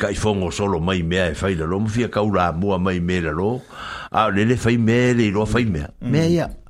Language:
Samoan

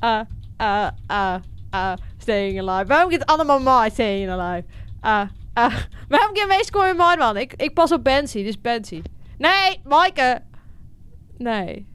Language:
Western Frisian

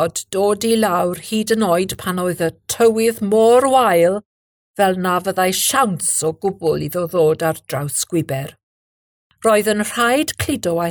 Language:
Welsh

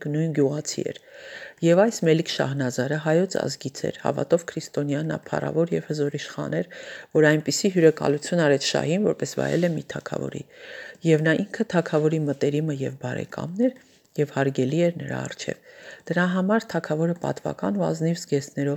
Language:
Armenian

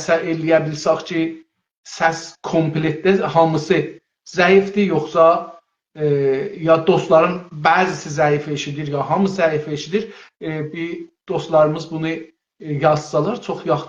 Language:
South Azerbaijani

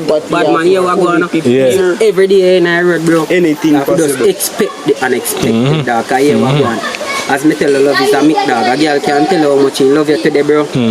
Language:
Jamaican Creole English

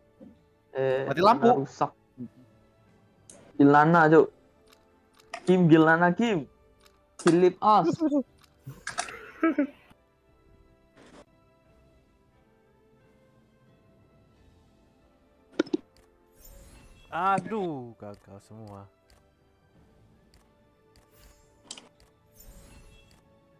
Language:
Indonesian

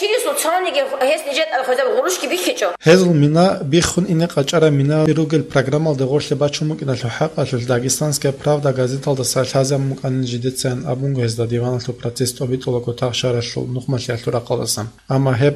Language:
Avaric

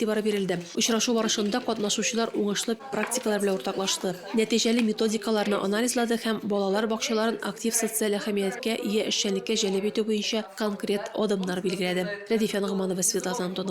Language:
Tatar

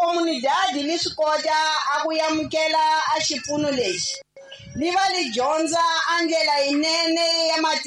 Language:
Tsonga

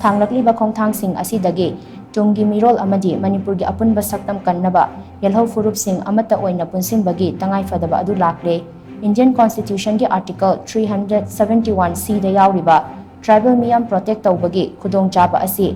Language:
Manipuri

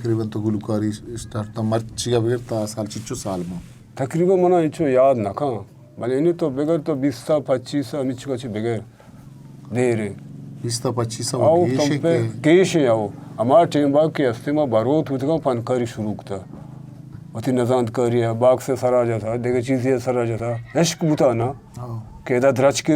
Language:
Eastern Balochi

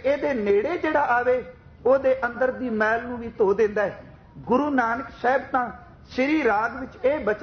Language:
Punjabi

